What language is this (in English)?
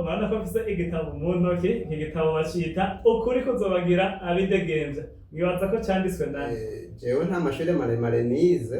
Rundi